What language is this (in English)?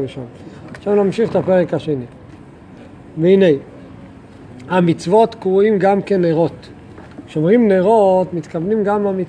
Hebrew